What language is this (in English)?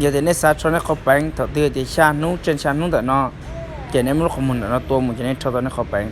Hmong